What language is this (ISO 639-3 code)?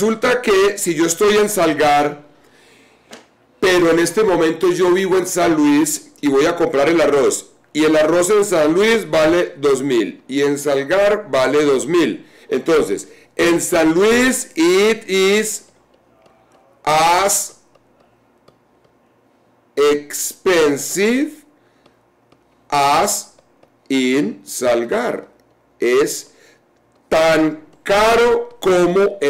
spa